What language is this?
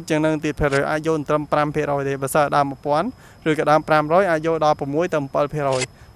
Khmer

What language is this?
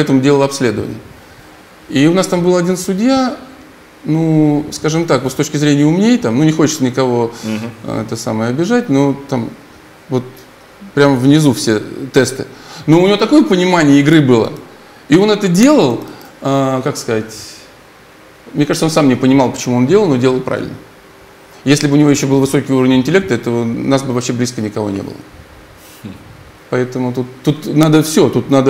Russian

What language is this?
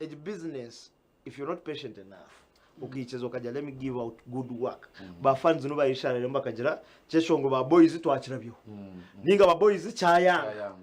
Nyankole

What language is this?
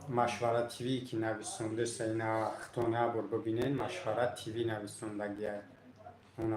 Tajik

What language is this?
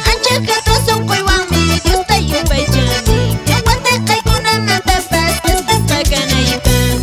Quechua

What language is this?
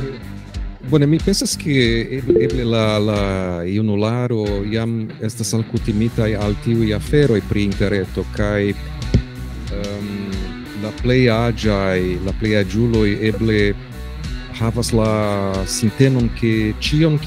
Esperanto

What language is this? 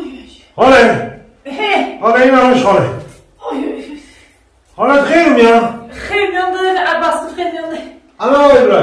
Zaza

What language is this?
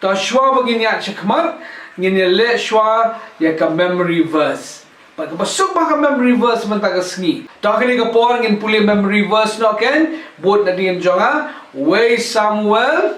Khasi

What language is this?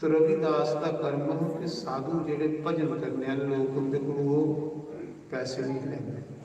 Dogri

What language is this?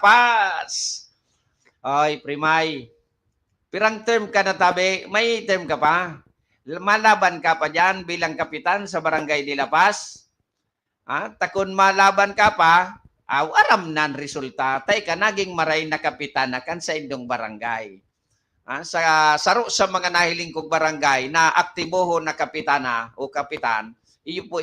Bikol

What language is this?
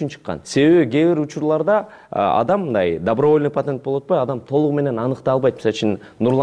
Kyrgyz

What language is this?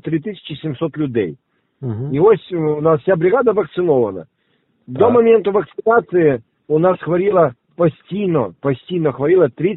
Ukrainian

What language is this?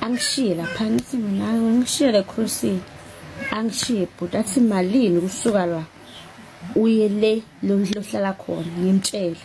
Zulu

